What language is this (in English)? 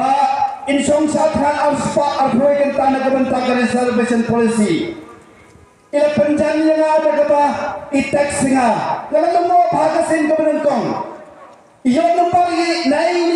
Khasi